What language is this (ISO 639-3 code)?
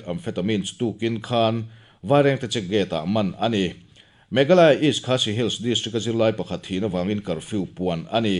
lus